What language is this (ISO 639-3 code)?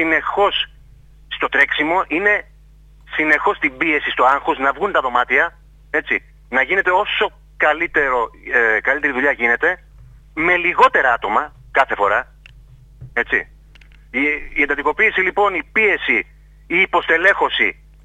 ell